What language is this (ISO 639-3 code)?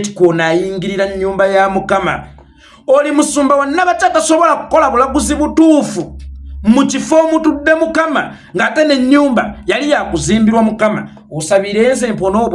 lug